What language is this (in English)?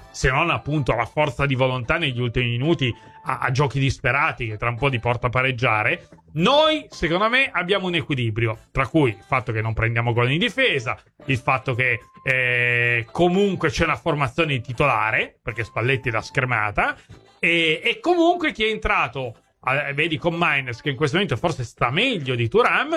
Italian